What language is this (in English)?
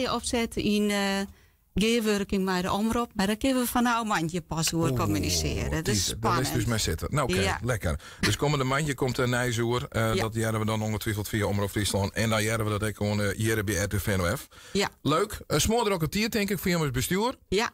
Western Frisian